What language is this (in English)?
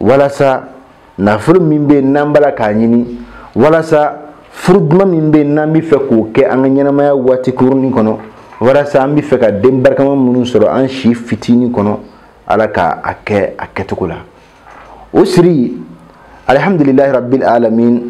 Bambara